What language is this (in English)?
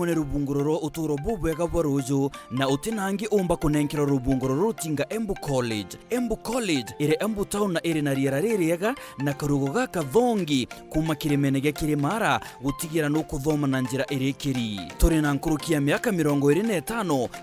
Meru